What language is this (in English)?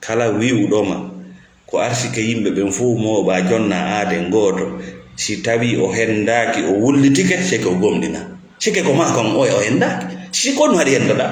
Fula